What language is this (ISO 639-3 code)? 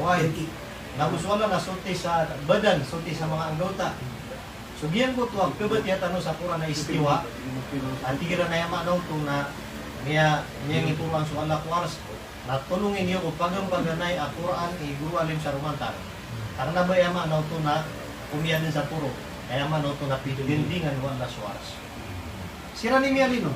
mrw